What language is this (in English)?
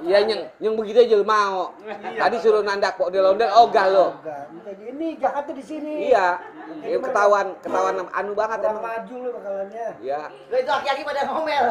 Betawi